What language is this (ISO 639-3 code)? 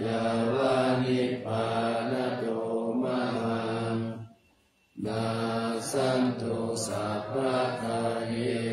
pli